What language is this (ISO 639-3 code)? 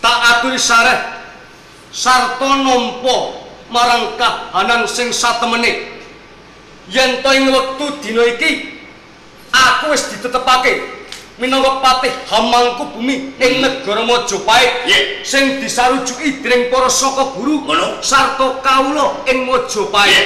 jav